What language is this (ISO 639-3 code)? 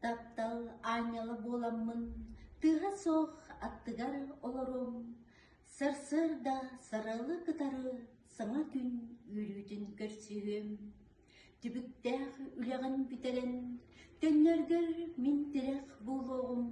sah